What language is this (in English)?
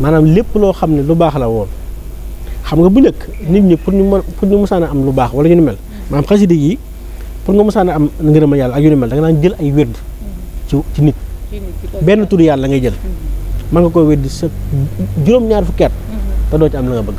Wolof